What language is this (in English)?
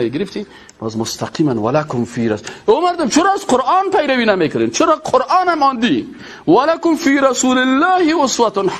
Persian